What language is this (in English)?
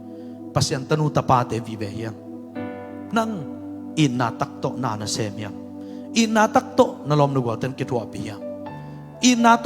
Tedim Chin